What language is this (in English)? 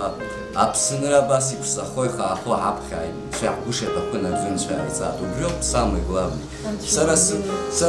Abkhazian